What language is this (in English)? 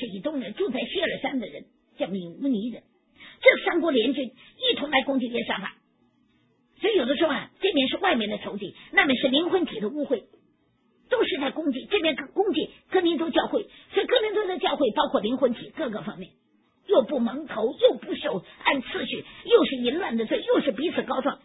Chinese